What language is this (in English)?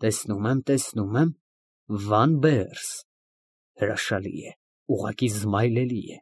Armenian